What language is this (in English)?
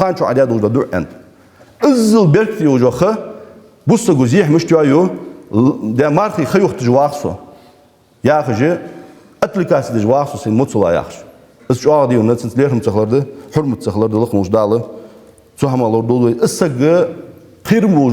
Ingush